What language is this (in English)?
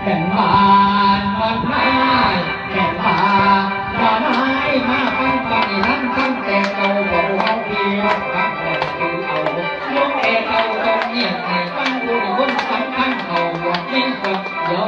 Northeastern Thai